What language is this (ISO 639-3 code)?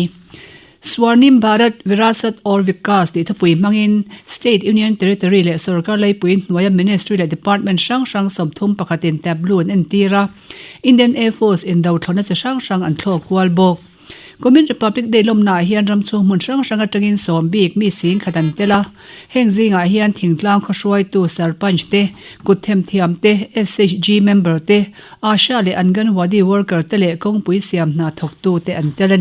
lus